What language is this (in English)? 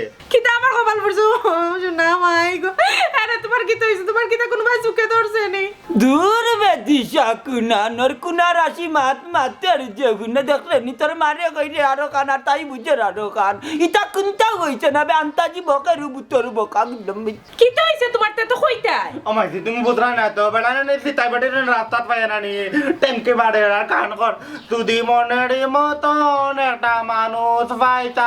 Sylheti